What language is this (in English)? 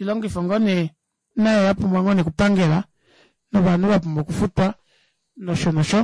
Kuanyama